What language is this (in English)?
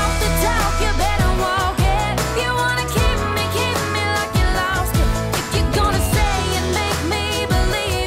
English